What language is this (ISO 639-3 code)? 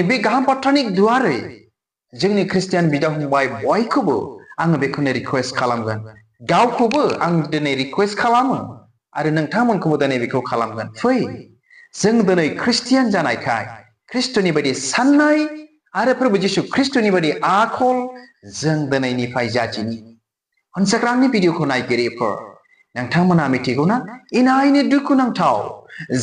brx